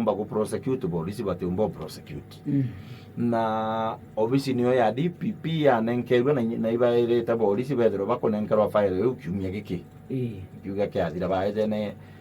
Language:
Meru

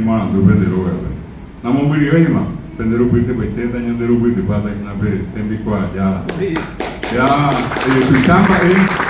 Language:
Guarani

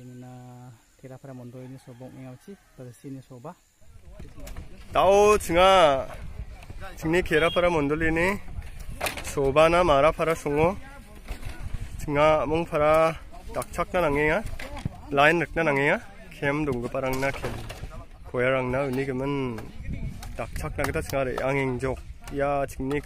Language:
Garo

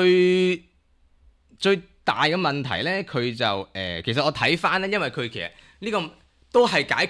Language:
Cantonese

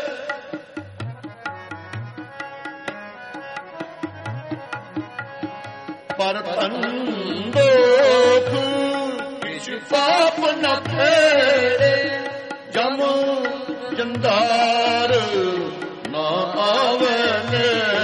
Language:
Punjabi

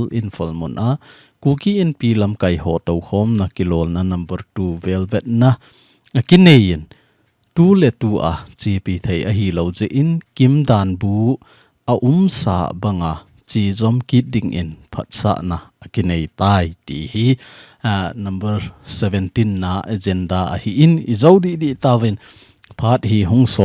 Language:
Thado Chin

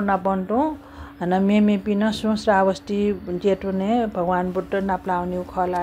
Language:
Newari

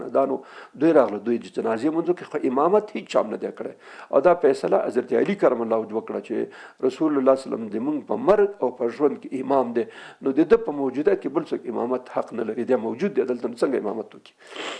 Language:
Pashto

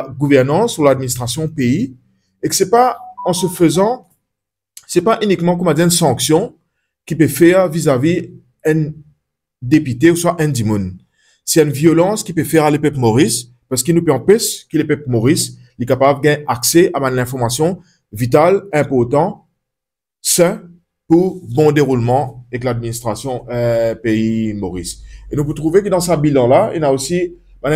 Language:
Morisyen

